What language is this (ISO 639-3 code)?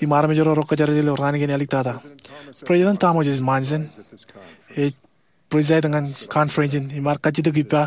mah